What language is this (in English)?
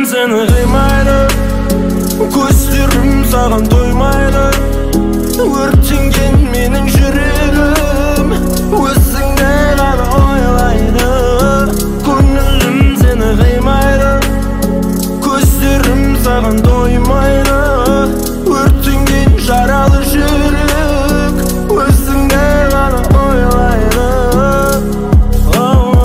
Kazakh